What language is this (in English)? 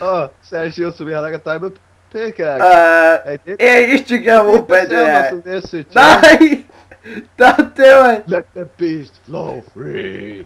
Faroese